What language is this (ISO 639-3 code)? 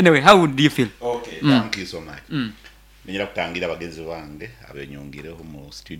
nyn